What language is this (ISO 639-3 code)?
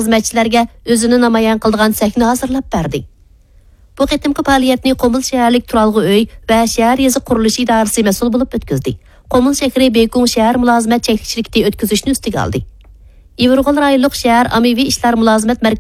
uig